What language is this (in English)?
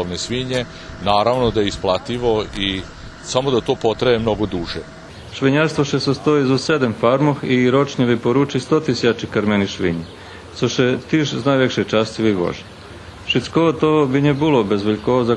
Rusyn